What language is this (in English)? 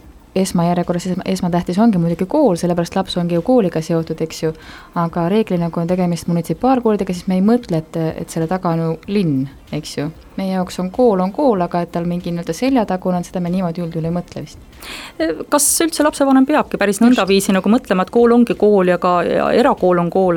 Estonian